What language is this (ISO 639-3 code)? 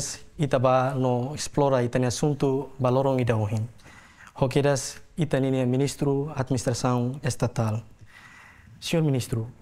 tet